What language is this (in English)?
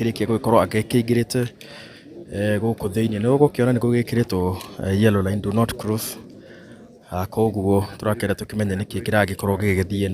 Kikuyu